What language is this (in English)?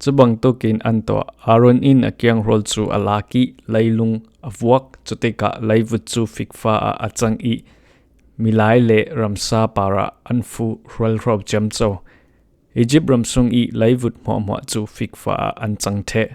Falam Chin